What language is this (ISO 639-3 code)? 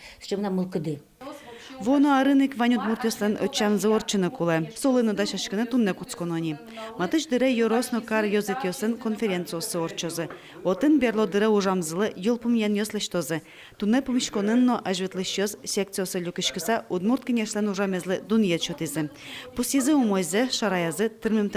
udm